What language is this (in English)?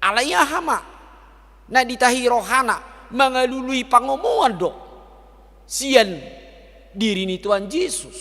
Batak Toba